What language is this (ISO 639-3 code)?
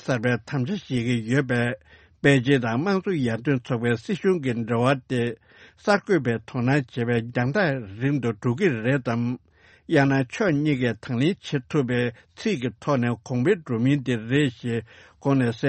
bod